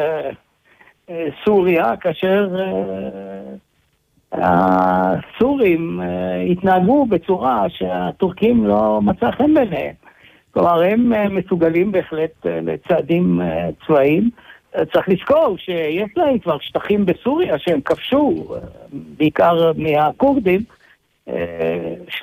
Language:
Hebrew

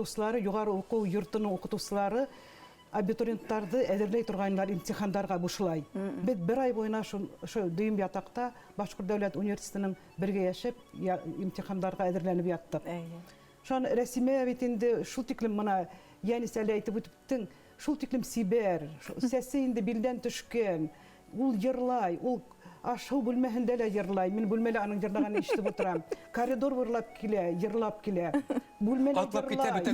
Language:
Bashkir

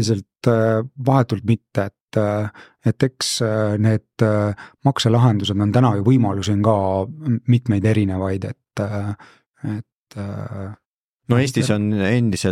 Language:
Estonian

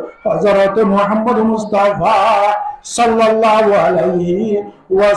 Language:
Rohingya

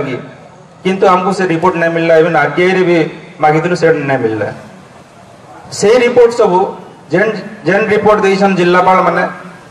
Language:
Odia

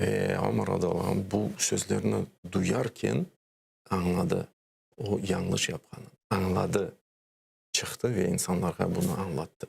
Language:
Crimean Tatar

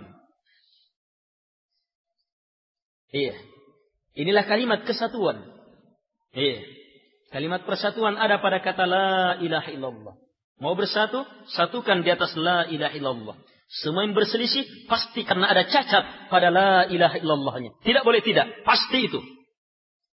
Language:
Indonesian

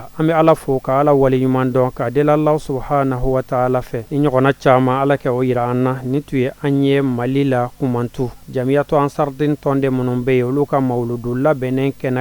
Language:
Bambara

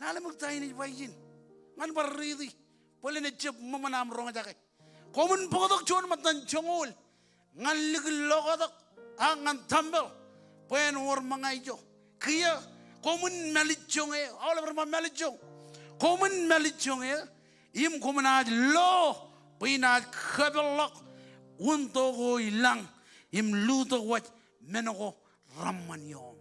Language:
Marshallese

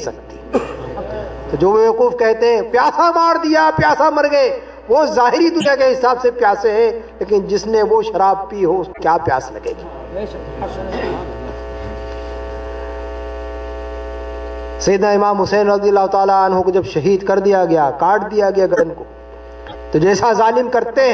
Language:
Urdu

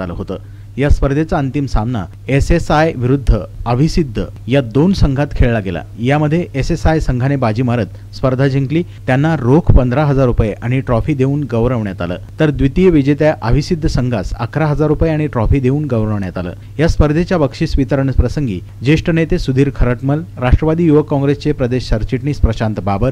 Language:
Marathi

